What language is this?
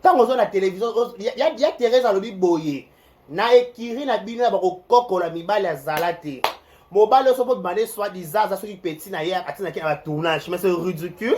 Lingala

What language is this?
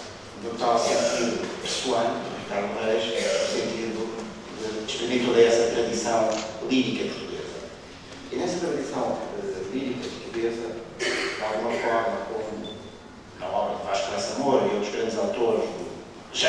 Portuguese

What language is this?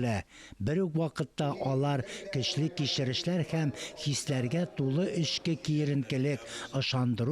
Tatar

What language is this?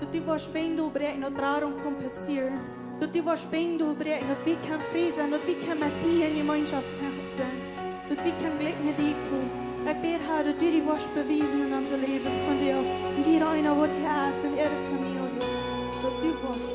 Plautdietsch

